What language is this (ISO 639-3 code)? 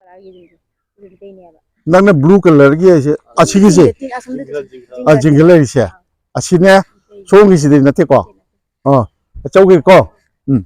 mni